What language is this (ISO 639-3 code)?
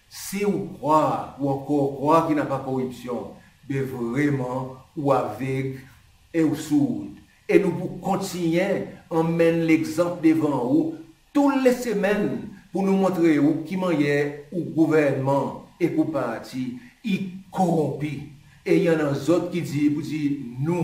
crs